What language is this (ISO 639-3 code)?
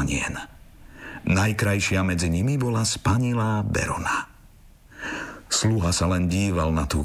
slk